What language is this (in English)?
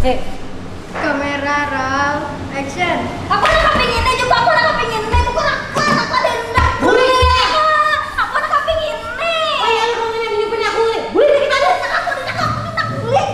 Banjar